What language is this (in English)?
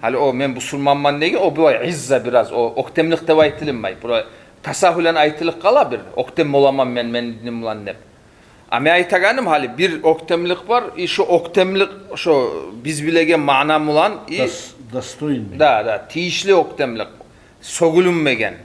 Kumyk